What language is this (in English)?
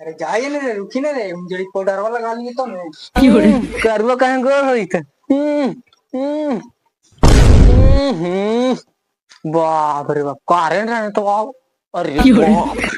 Magahi